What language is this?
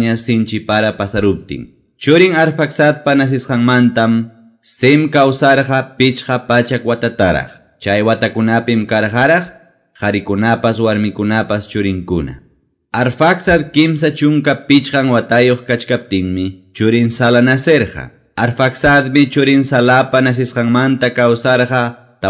Quechua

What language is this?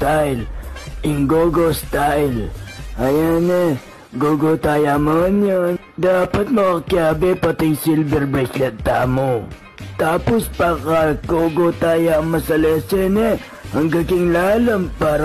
Pampanga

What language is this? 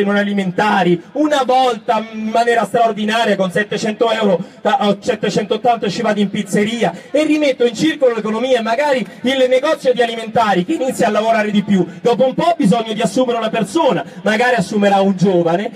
Italian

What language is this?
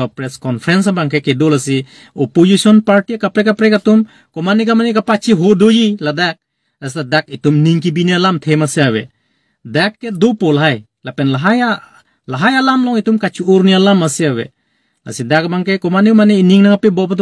Karbi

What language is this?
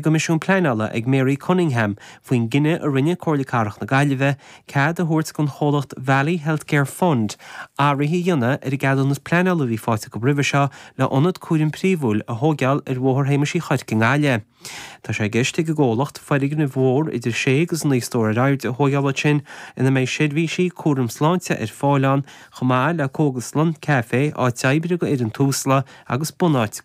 Irish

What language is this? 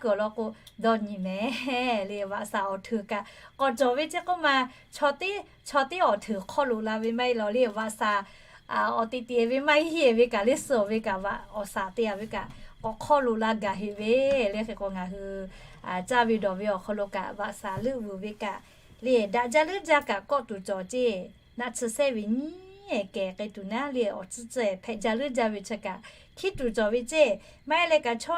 Lahu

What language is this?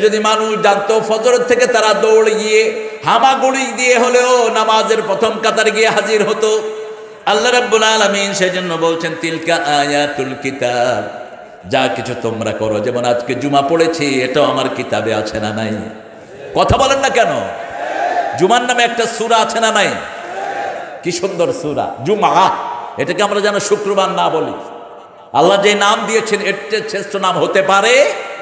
Bangla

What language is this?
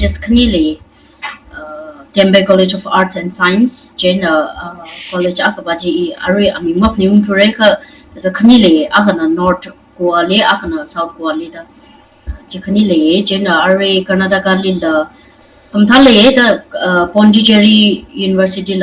Tangkhul Naga (India)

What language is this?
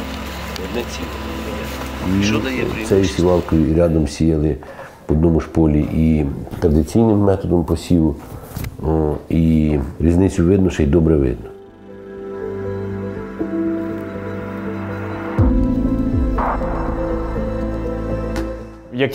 Ukrainian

